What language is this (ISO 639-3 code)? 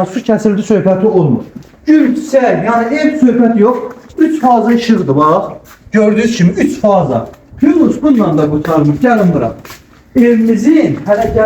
aze